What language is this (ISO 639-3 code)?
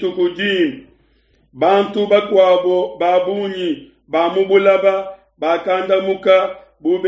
lua